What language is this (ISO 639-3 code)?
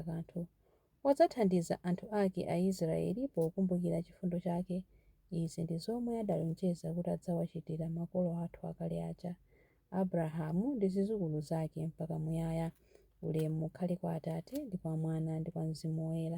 nya